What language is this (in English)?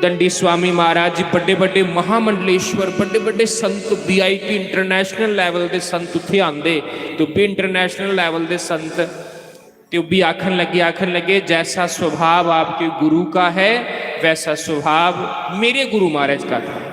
Dogri